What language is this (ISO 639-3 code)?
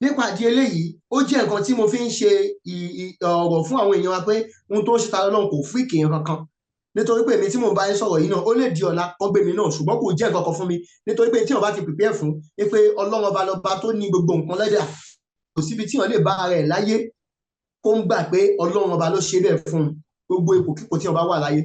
yor